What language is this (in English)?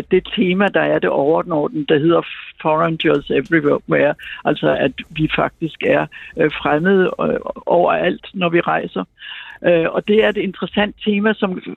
Danish